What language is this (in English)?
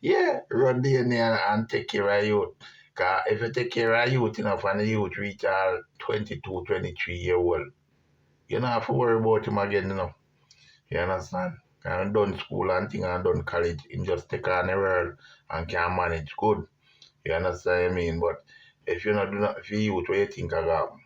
Jamaican Creole English